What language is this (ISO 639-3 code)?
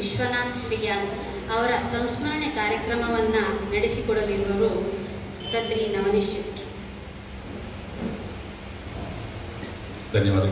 kan